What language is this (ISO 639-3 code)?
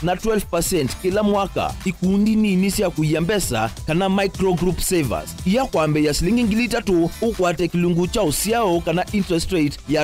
kam